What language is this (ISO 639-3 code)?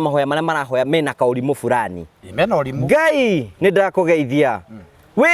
kik